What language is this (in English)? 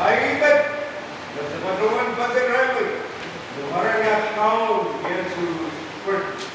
Pohnpeian